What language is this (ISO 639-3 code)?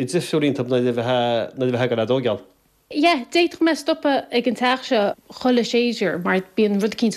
gle